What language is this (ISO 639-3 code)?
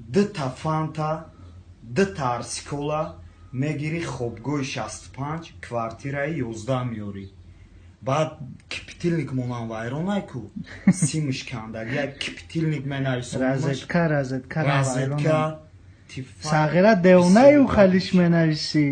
tgk